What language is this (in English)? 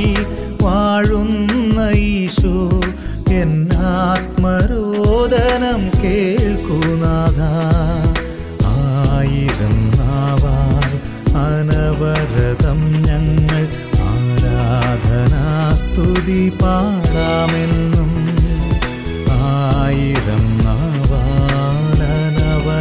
Malayalam